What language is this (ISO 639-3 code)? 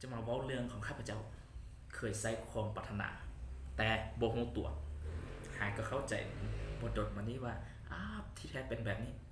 lao